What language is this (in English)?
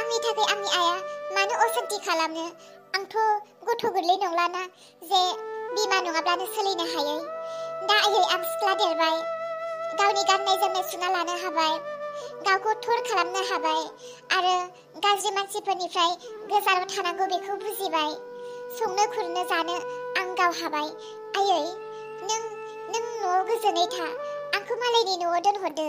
Bodo